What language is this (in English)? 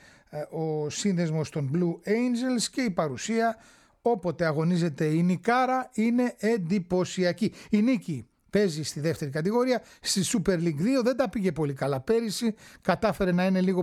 Greek